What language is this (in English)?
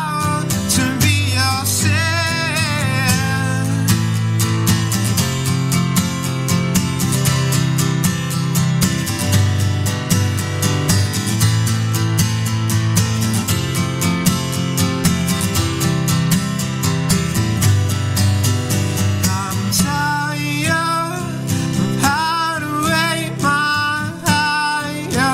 Italian